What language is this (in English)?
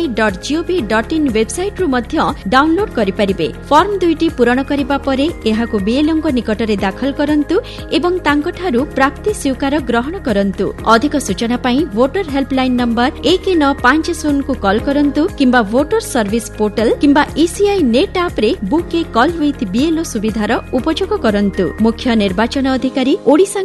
Odia